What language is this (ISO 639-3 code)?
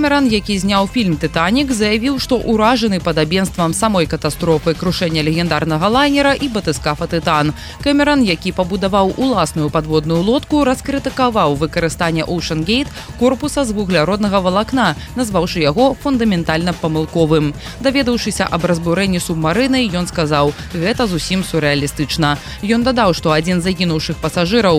bel